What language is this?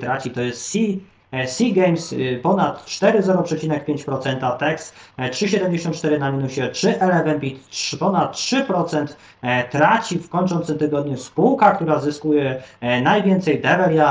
Polish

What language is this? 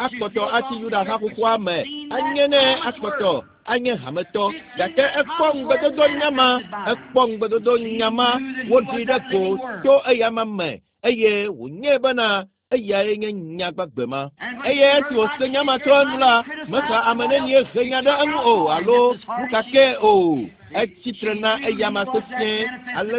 Ewe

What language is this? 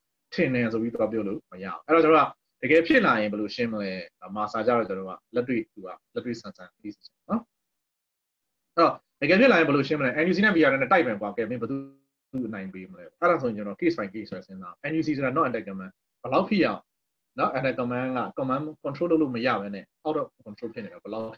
Burmese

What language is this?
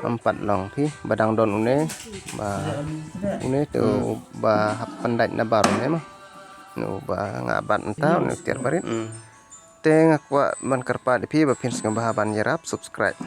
Khasi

